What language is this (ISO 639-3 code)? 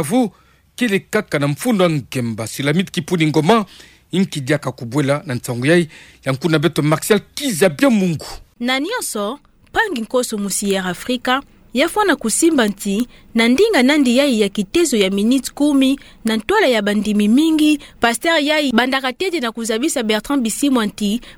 ktu